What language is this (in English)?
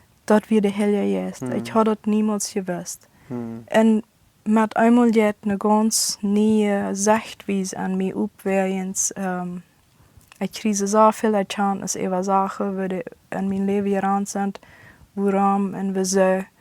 Plautdietsch